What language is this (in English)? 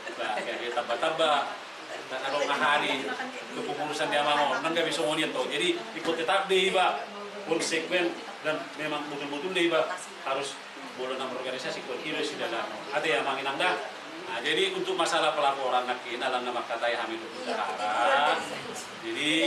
Batak Toba